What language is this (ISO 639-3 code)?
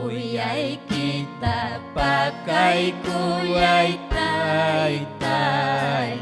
quy